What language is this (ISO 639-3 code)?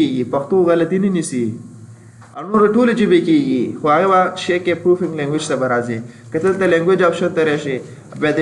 pus